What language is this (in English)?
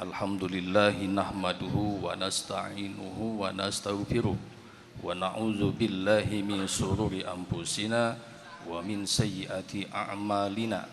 Banjar